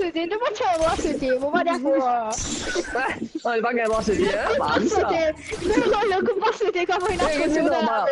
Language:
Morisyen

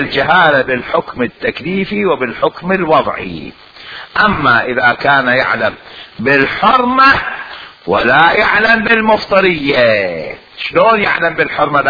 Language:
Mesopotamian Arabic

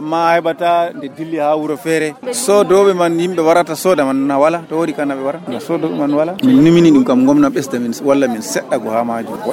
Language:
Nigerian Fulfulde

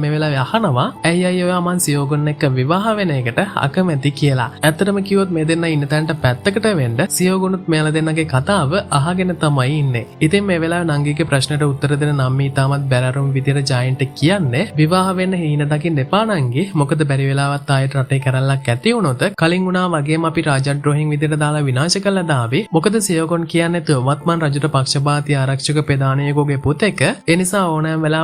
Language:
Sinhala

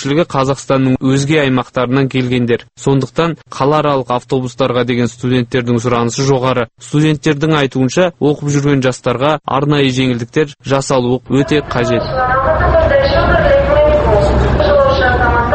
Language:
Kazakh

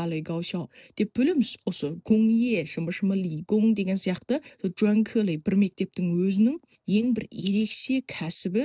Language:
Kazakh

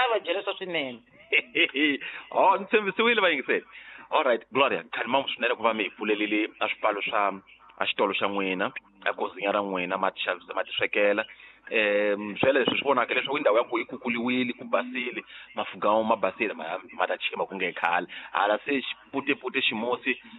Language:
Tsonga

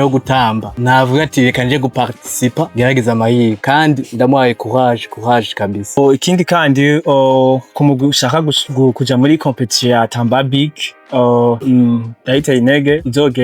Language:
Rundi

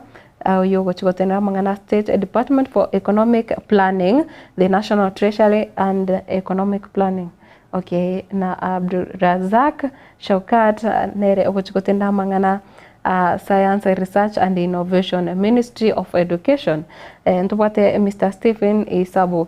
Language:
Gusii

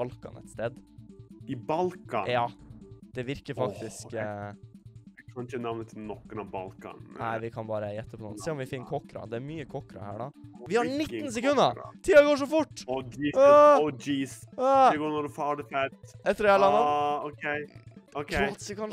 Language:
Norwegian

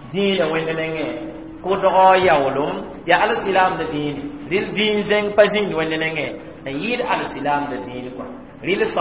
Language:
Mossi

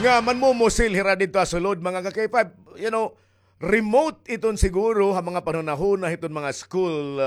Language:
Waray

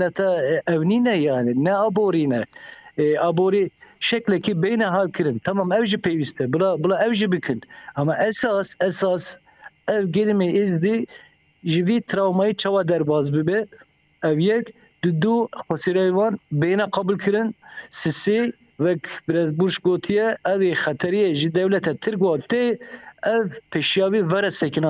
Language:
Kurdish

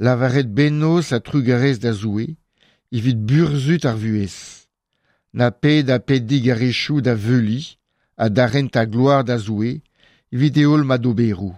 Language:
Breton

